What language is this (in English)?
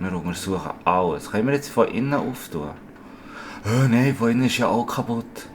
Swiss German